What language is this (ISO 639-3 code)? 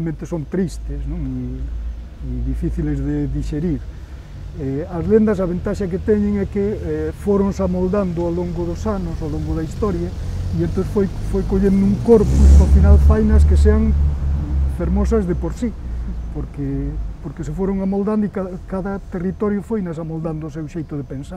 glg